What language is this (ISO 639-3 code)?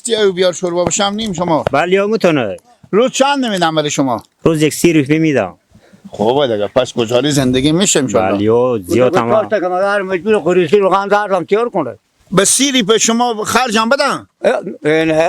fas